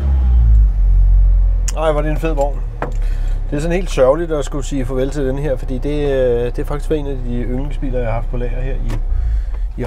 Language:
Danish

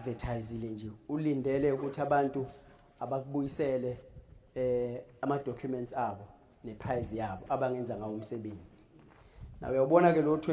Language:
Zulu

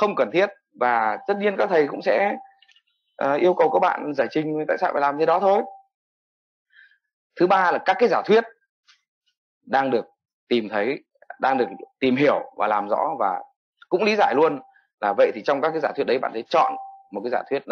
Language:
Vietnamese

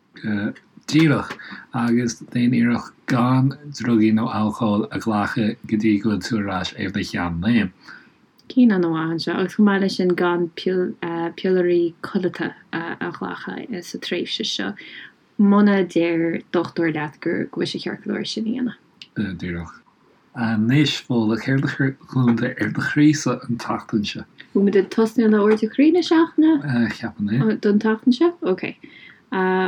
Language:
Irish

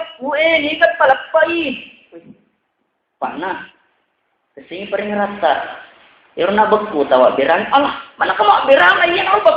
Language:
Buginese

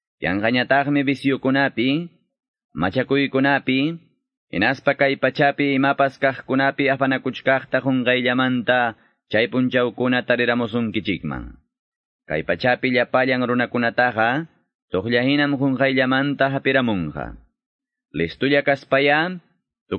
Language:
Quechua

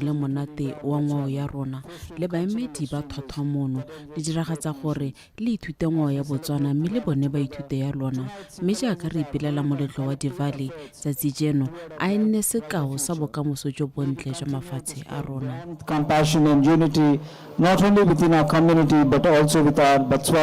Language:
Tswana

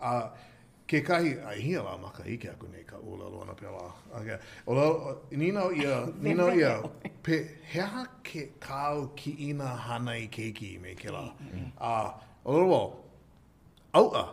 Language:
Hawaiian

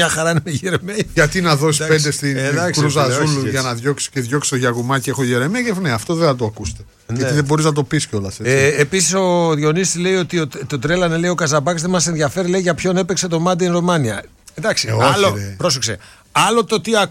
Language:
Greek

